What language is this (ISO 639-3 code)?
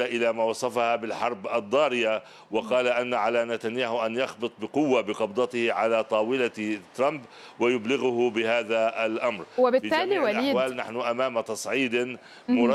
ara